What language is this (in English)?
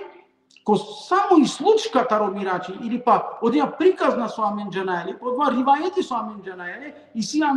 Balkan Romani